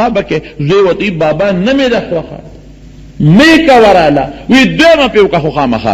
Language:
Pashto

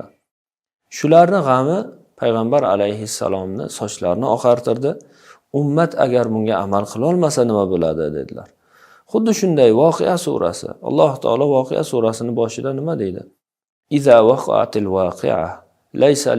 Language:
Uzbek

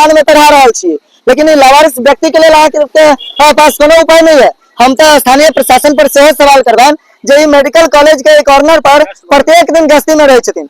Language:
Maithili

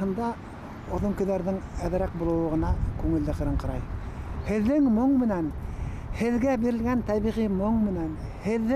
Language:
Bashkir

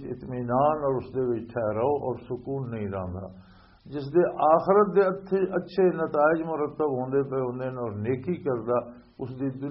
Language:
Western Panjabi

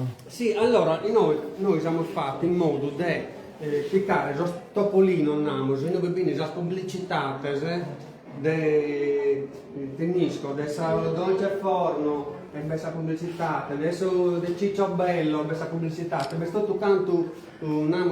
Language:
Sardinian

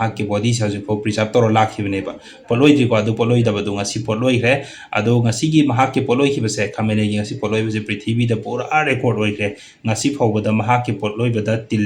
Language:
Manipuri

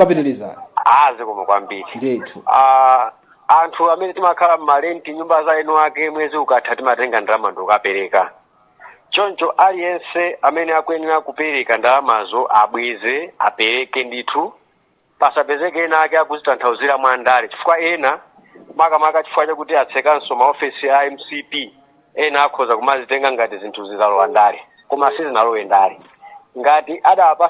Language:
Nyanja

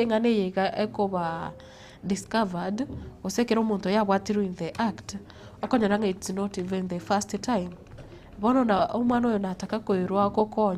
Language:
Gusii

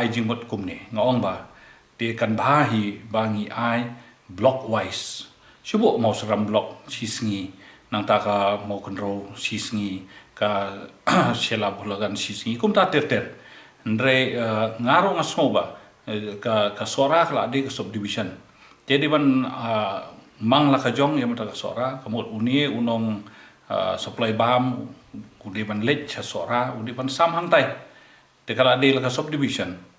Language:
Khasi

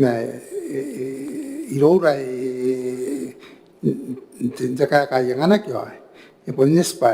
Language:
Gilbertese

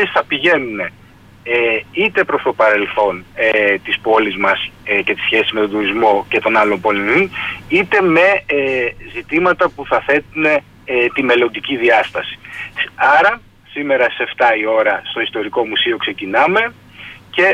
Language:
Greek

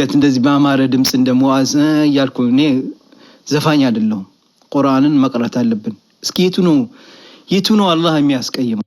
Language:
Amharic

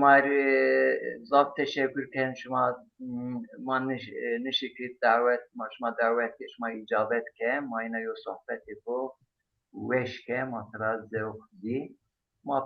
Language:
Zaza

